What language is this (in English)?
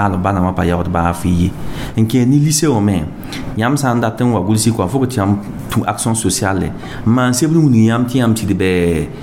Mossi